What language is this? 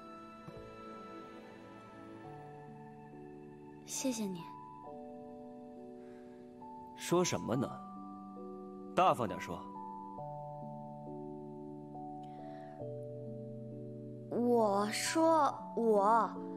Chinese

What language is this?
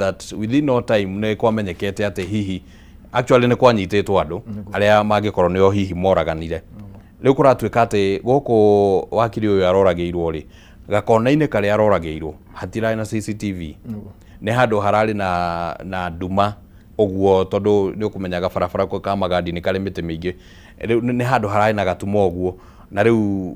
Kikuyu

